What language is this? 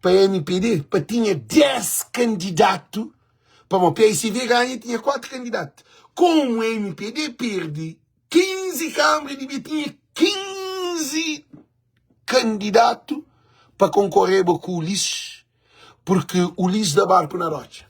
Kabuverdianu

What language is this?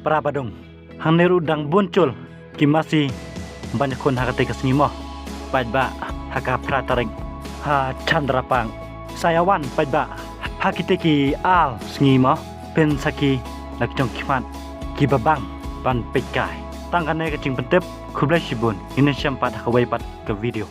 Khasi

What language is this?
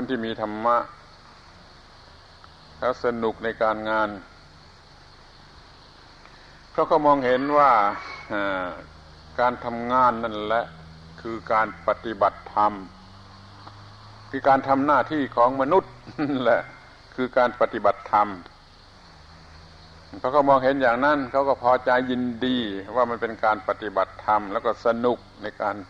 Thai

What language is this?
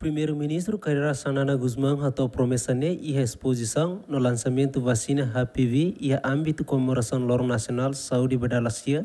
Tetum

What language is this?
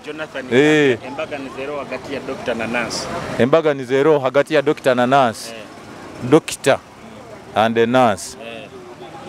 Nyoro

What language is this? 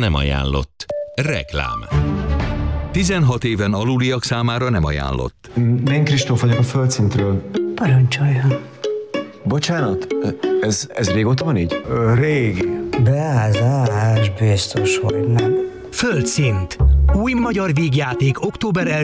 Hungarian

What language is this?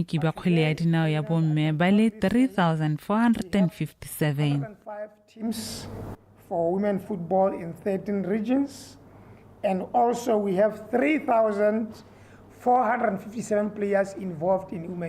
Tswana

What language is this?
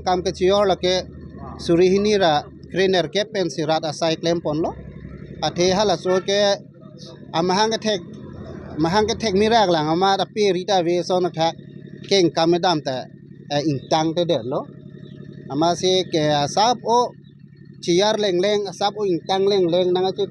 Karbi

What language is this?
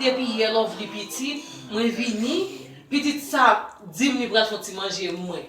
Haitian Creole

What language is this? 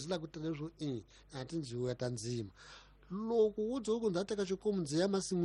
Tsonga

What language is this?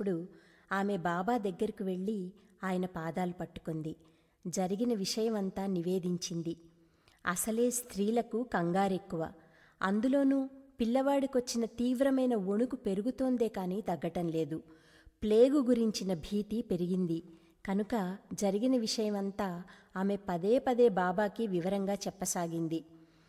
Telugu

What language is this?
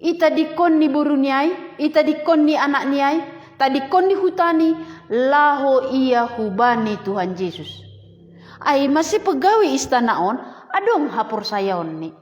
Batak Simalungun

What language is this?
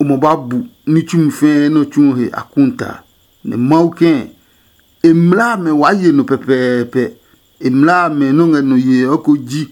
Adangme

